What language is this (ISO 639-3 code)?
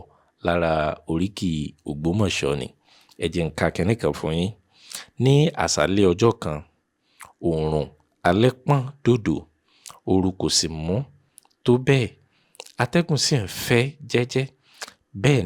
yor